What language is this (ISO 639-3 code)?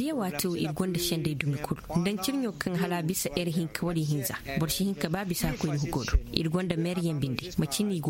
ses